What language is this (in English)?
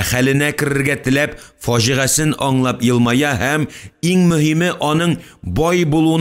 Tatar